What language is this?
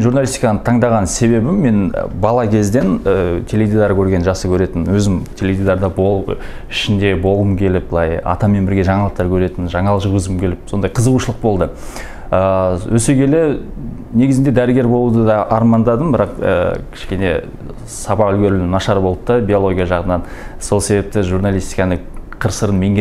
Kazakh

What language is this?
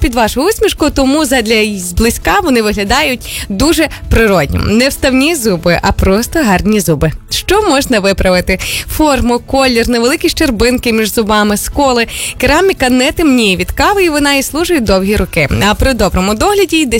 Ukrainian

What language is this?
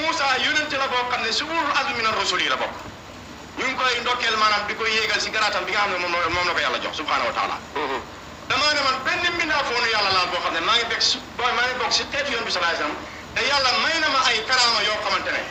Wolof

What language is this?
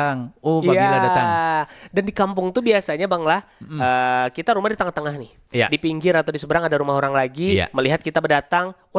Banjar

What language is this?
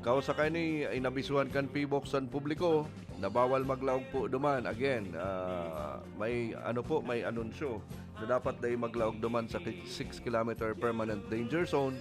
Bikol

